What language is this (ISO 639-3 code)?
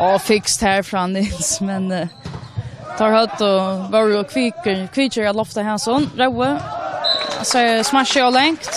fao